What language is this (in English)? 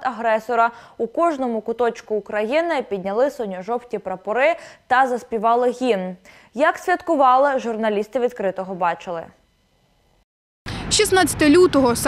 Ukrainian